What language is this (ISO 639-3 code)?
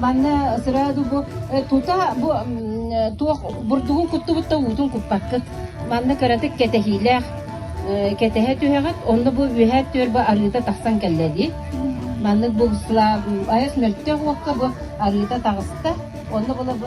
sah